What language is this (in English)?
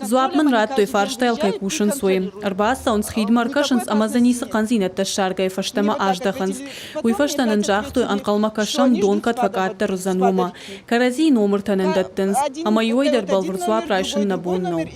Ossetic